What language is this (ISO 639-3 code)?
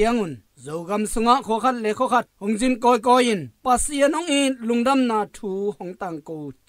ctd